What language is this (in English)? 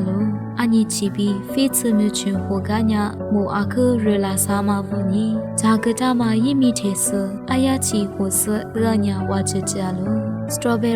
Lisu